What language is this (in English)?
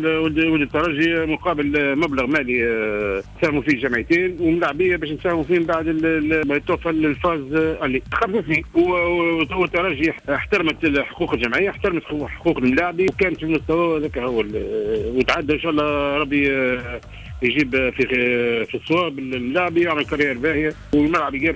Tunisian Arabic